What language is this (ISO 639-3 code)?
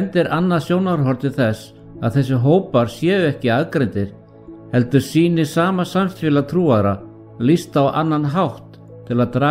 isl